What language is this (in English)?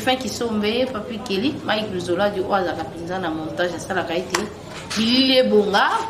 Lingala